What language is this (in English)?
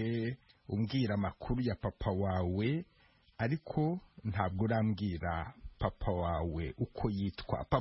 Kinyarwanda